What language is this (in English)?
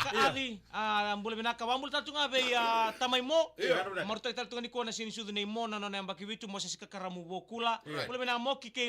Fijian